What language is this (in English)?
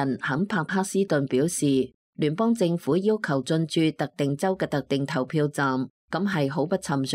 Cantonese